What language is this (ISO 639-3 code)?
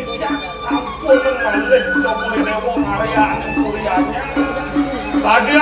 ban